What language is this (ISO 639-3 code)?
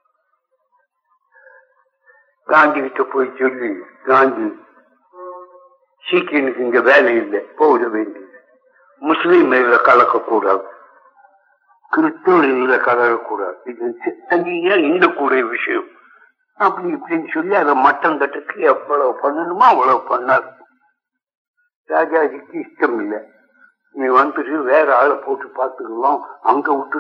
tam